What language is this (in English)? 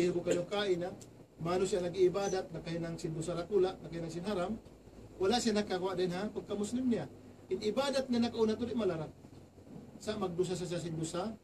Tausug